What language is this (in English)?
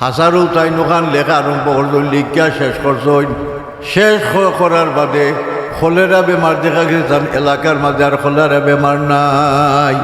Sylheti